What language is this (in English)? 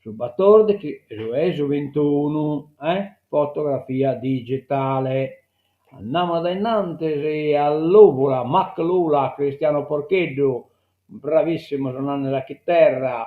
Sardinian